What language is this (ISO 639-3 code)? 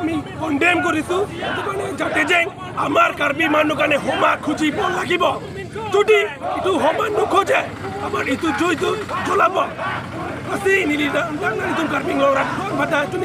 mjw